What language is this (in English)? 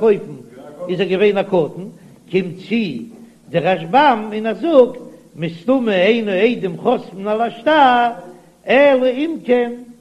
Yiddish